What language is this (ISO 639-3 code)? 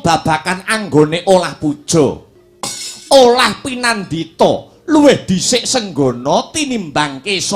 jav